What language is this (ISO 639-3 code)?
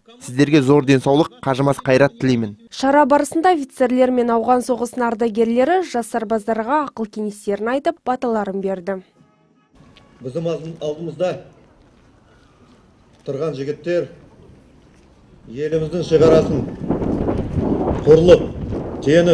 kaz